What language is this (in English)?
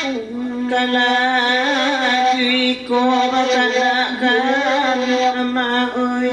Minangkabau